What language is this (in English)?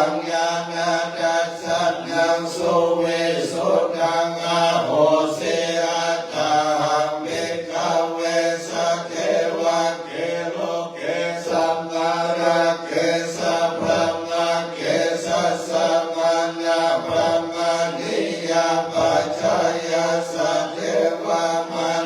Pali